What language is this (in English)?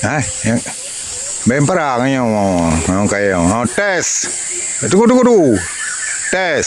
Achinese